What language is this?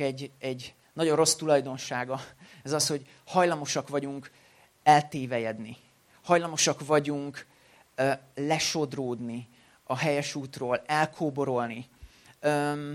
Hungarian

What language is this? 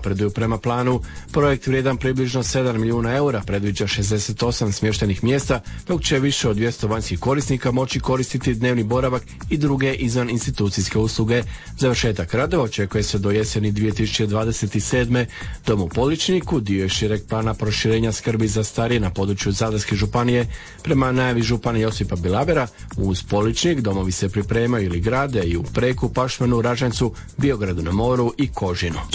Croatian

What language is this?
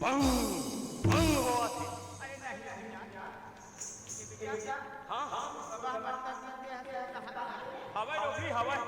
Chhattisgarhi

